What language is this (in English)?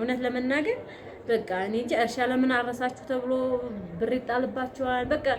Amharic